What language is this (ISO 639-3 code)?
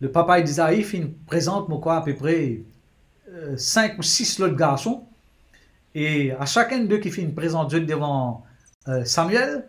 mfe